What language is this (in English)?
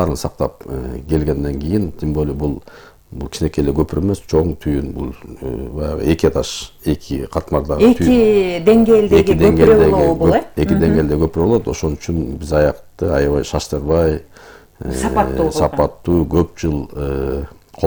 Kyrgyz